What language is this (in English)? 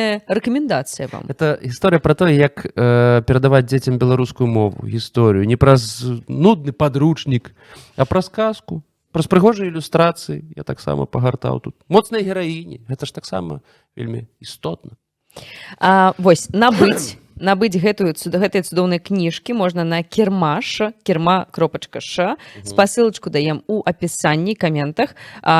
Belarusian